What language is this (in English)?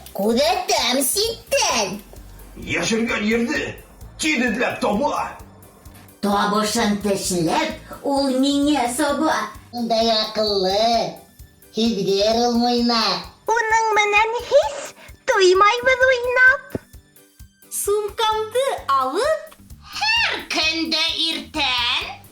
Bashkir